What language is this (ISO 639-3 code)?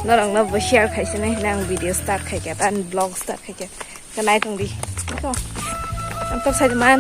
trp